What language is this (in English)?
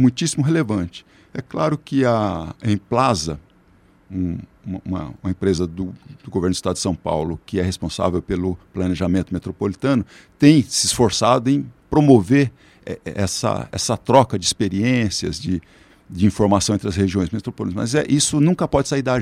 Portuguese